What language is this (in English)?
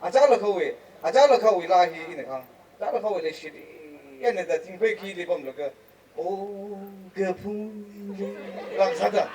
Tangkhul Naga (India)